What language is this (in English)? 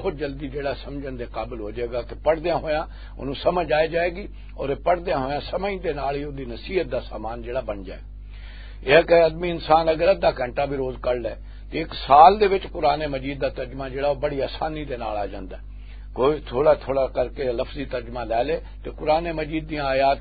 Western Panjabi